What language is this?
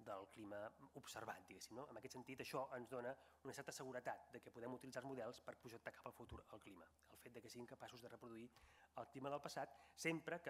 Catalan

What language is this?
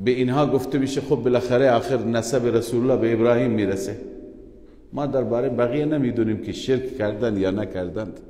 Persian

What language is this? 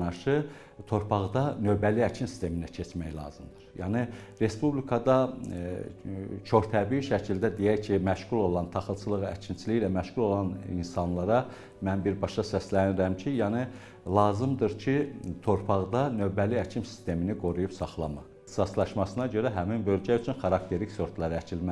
Azerbaijani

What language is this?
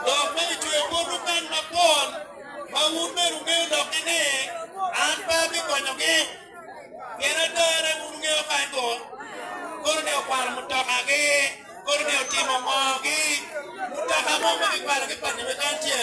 Acoli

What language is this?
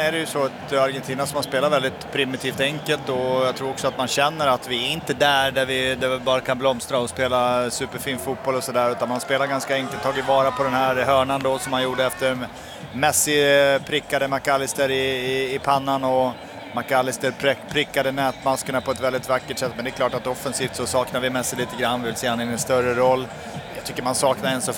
Swedish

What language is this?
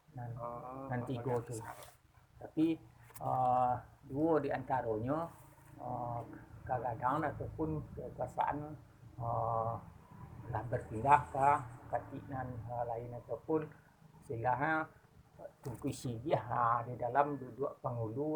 Minangkabau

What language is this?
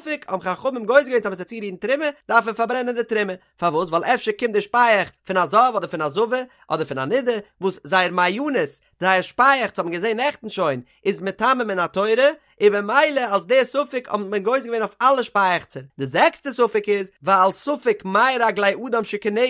Yiddish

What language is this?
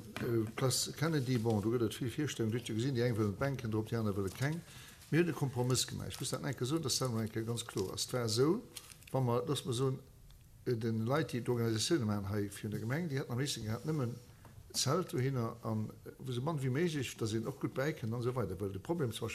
Luxembourgish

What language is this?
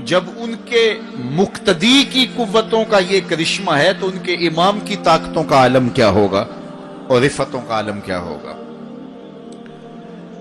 Urdu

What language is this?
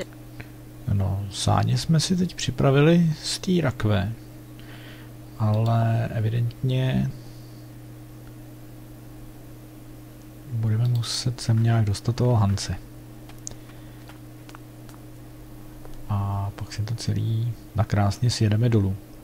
Czech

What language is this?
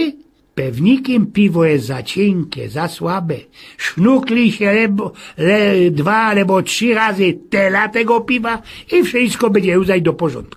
Silesian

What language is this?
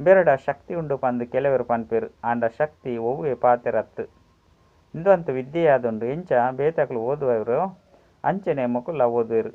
Tulu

